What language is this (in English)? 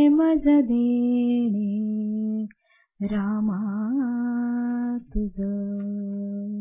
Marathi